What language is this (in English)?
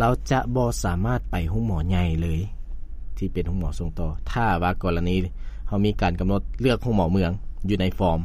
Lao